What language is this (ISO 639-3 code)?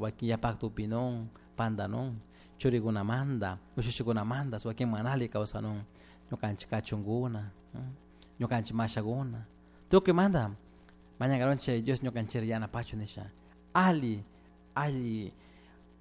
qug